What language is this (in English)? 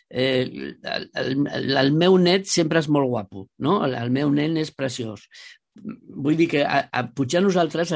Catalan